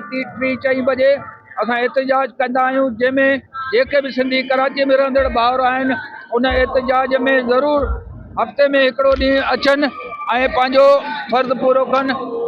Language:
Sindhi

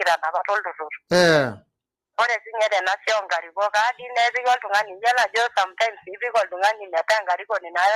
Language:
Masai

